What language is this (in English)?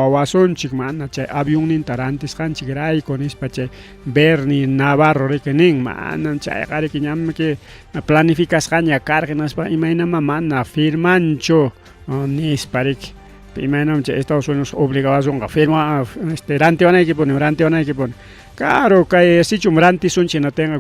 Ayacucho Quechua